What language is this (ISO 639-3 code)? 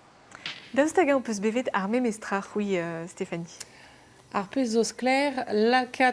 bre